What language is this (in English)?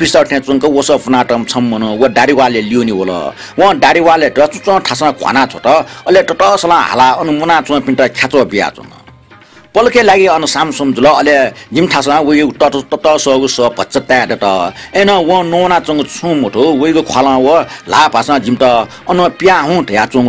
Newari